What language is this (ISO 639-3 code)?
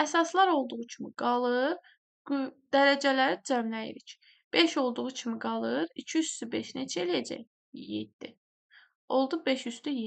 aze